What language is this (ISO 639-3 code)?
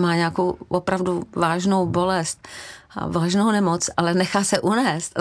ces